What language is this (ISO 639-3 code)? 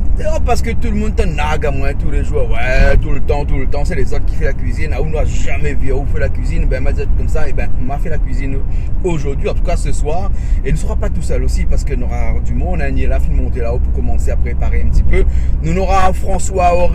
rcf